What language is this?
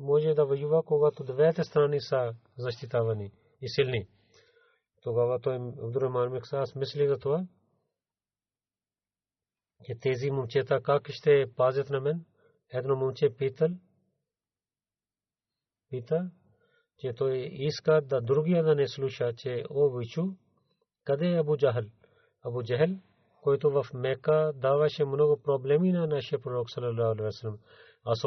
Bulgarian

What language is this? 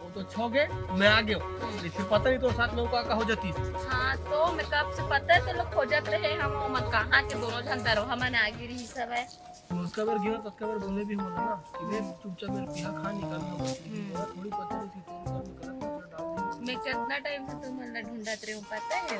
Chhattisgarhi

